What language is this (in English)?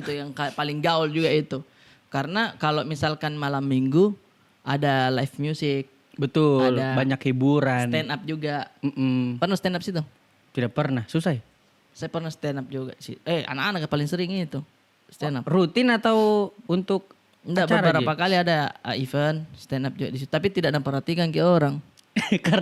Makassar Malay